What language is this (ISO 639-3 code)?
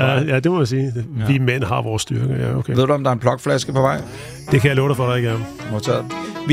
dan